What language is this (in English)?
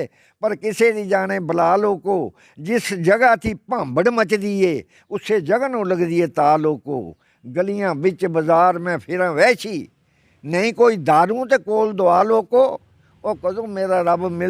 Dogri